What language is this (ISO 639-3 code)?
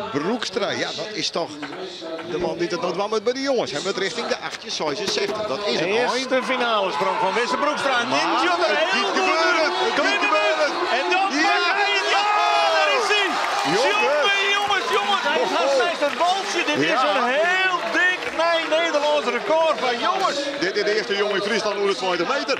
fry